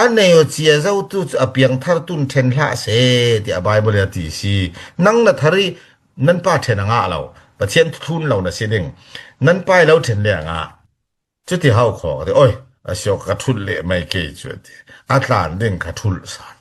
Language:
Falam Chin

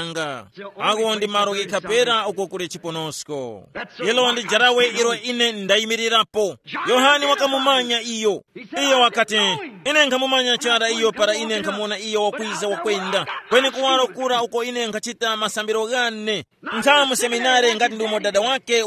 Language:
Tumbuka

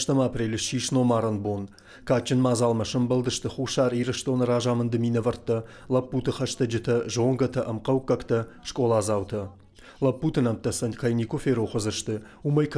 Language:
Ossetic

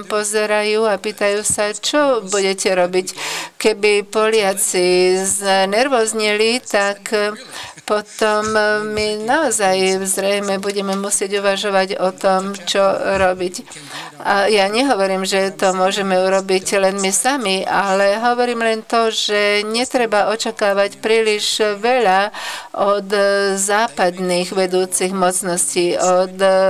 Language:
Slovak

